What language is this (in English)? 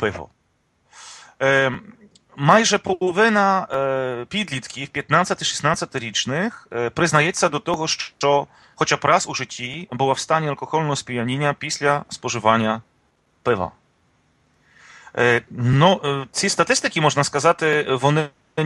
Ukrainian